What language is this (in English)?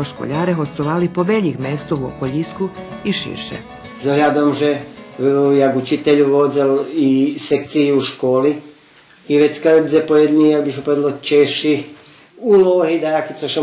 Rusyn